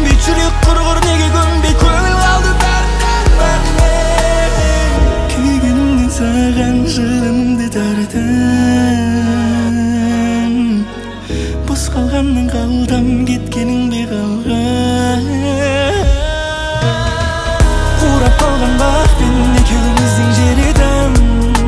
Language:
Kazakh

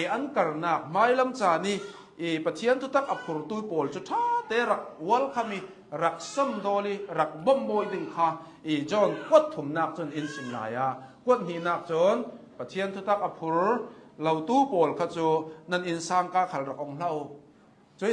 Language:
Hakha Chin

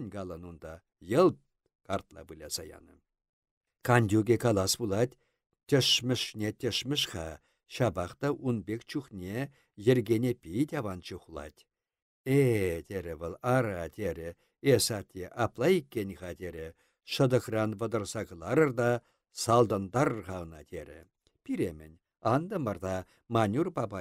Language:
Chuvash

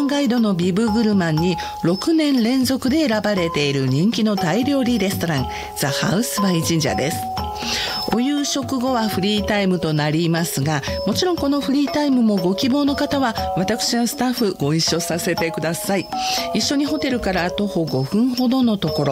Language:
Japanese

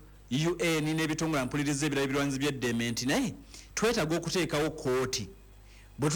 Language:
Ganda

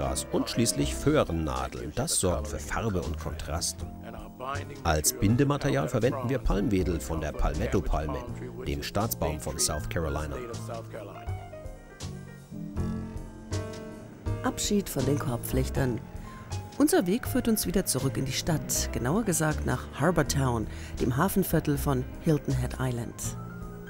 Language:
German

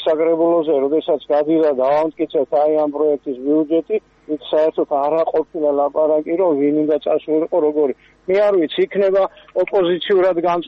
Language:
Georgian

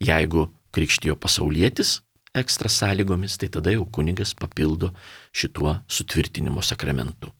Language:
Lithuanian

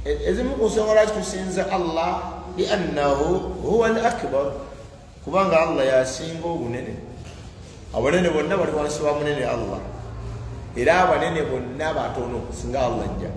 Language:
Ganda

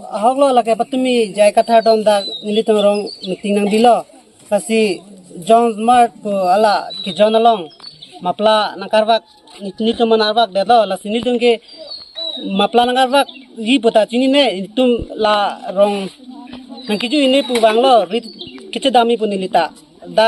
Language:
Karbi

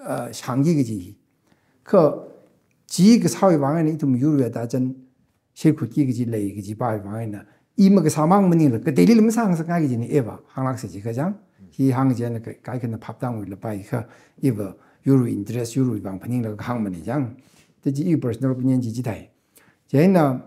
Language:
Tangkhul Naga (India)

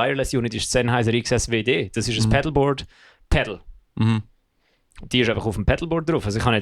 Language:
Swiss German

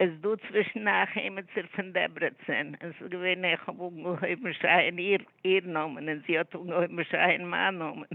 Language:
Yiddish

